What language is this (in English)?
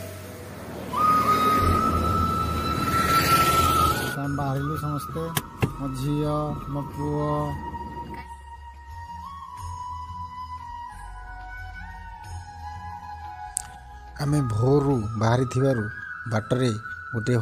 Odia